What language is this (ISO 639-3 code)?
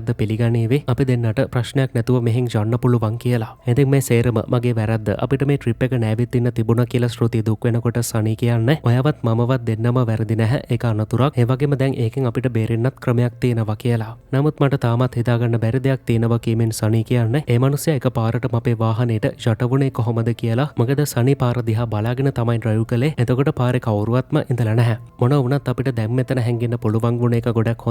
sin